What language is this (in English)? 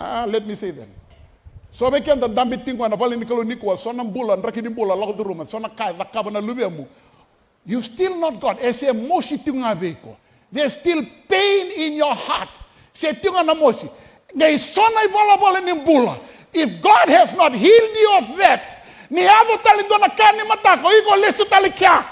Fijian